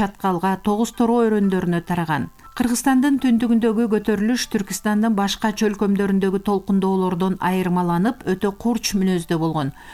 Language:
Kyrgyz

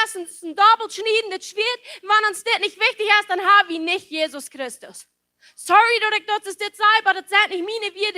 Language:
Plautdietsch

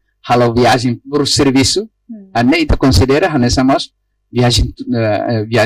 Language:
Tetum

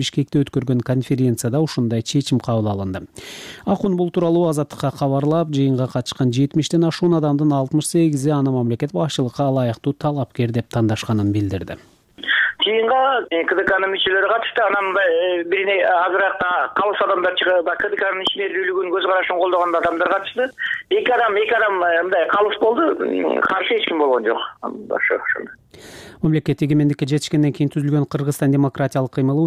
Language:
Kyrgyz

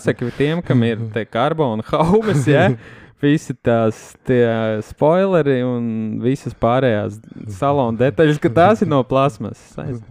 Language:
Latvian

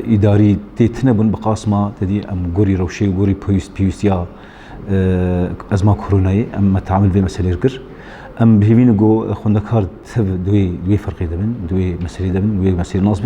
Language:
Kurdish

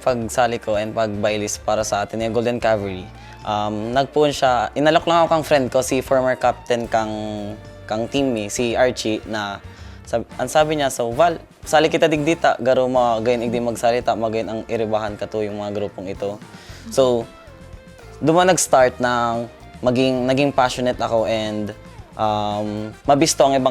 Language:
Bikol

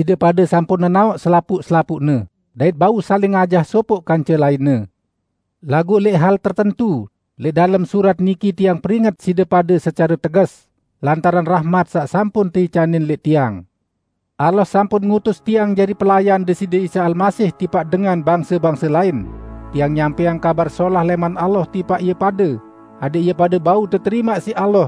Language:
Sasak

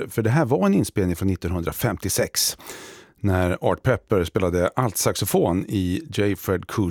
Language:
Swedish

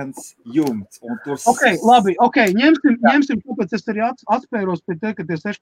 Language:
Latvian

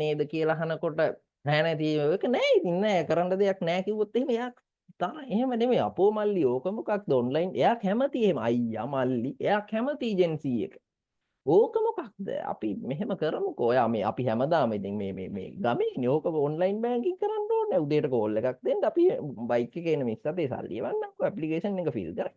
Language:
Sinhala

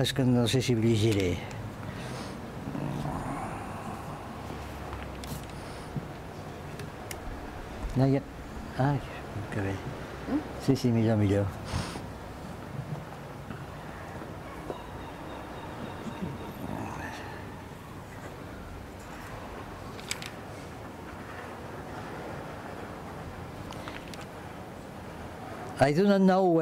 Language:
Catalan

